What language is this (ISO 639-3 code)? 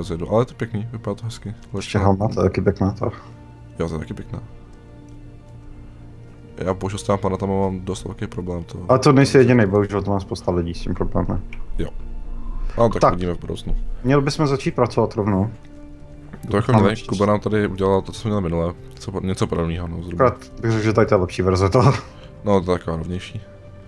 ces